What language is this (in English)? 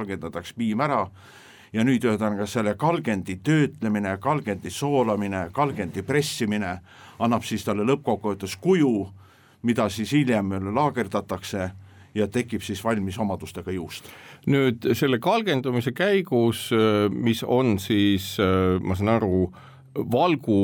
Estonian